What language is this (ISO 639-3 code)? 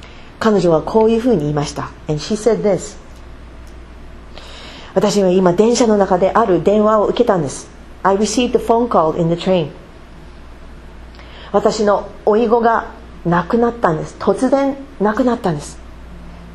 jpn